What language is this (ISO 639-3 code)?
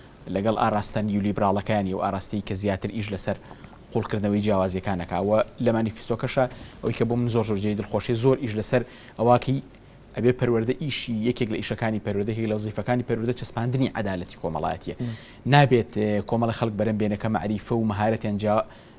ckb